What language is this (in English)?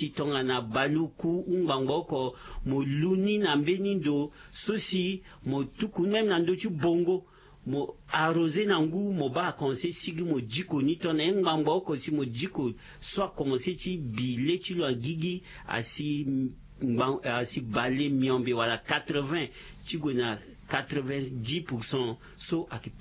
Sango